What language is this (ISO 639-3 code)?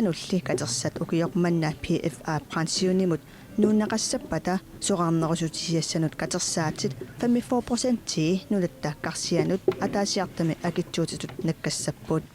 kal